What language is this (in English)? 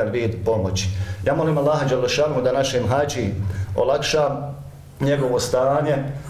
Bosnian